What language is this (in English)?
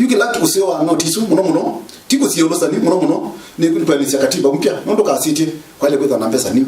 Kamba